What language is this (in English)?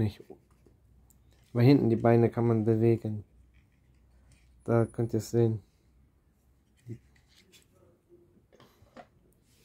German